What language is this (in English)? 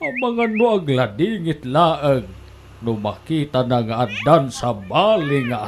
Iloko